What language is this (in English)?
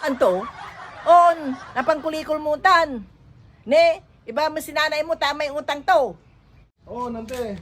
Pangasinan